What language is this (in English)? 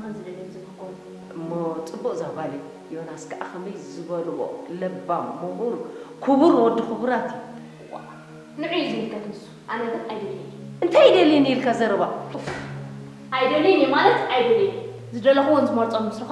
Tigrinya